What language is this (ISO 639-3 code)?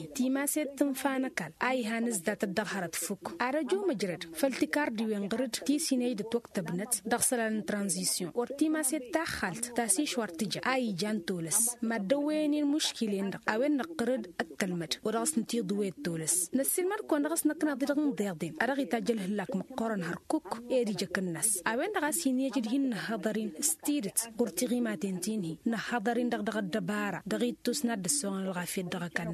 taq